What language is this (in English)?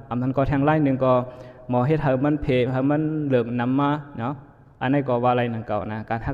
Shan